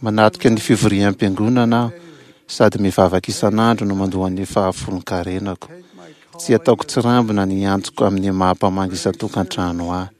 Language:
Malagasy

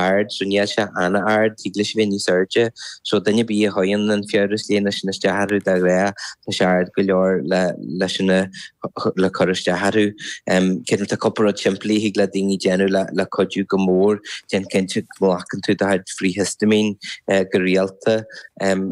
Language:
Irish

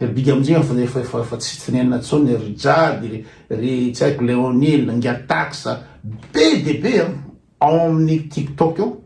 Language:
Malagasy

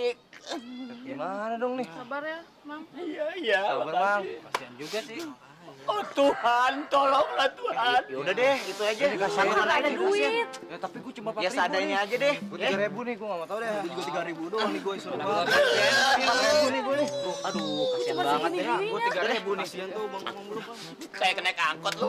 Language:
Betawi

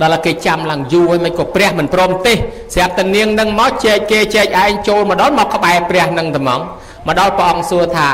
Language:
Khmer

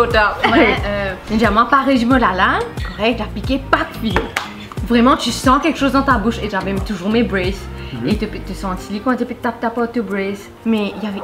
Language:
Morisyen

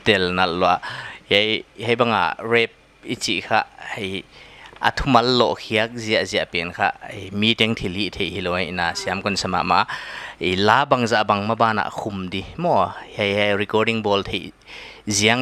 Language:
Paite Chin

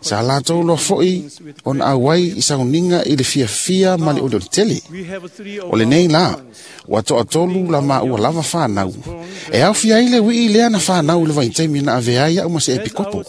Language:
Samoan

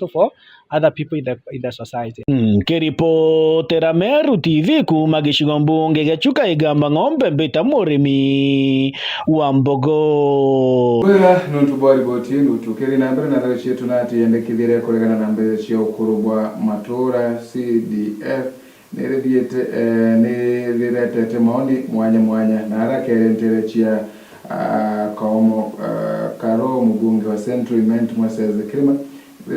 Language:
Meru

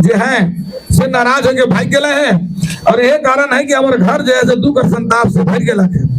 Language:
Sadri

